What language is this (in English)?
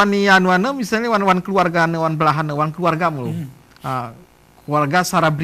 Gayo